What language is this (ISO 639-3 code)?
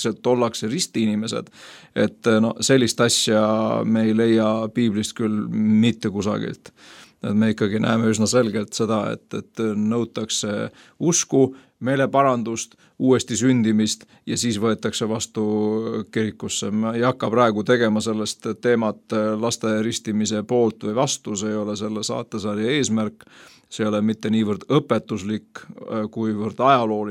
est